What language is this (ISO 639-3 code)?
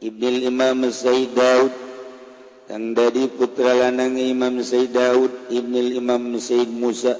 sun